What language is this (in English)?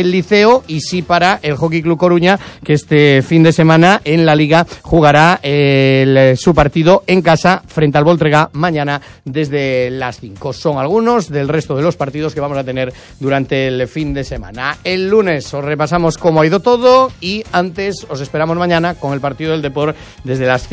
Spanish